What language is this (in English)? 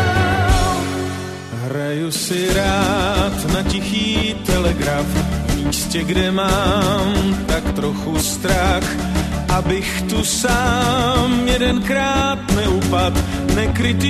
Czech